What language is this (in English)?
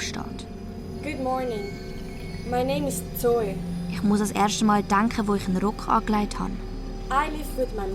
Swiss German